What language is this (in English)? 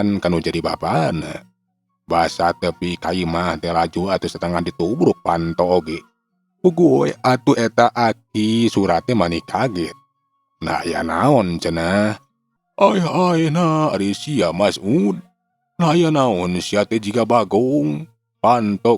Sundanese